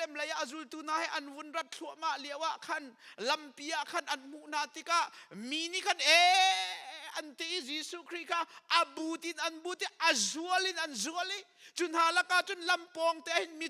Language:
Hakha Chin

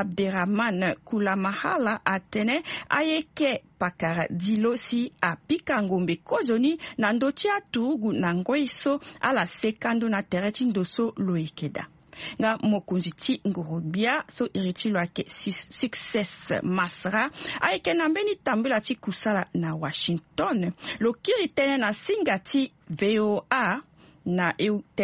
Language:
Sango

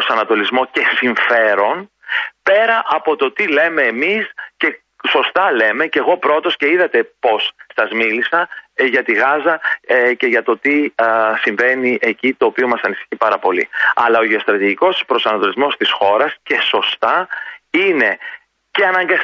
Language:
Greek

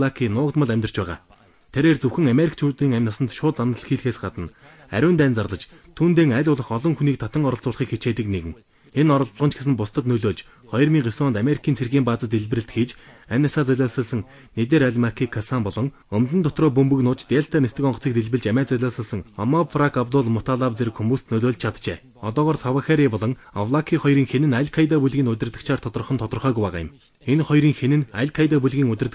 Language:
Mongolian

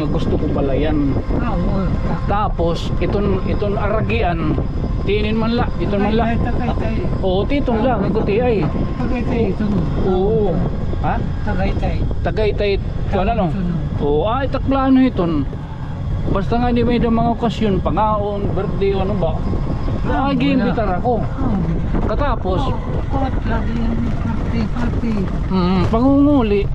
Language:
Waray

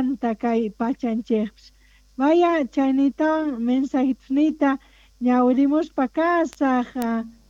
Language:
South Bolivian Quechua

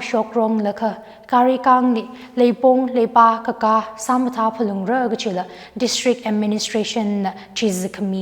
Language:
Tangkhul Naga (India)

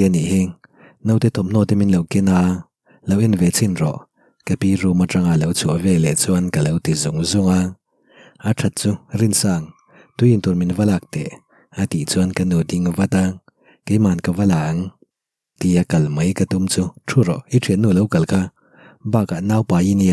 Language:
Mizo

